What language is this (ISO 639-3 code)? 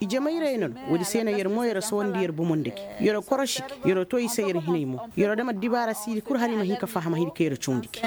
ses